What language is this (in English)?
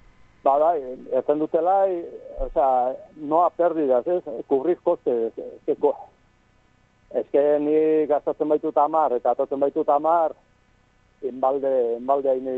Basque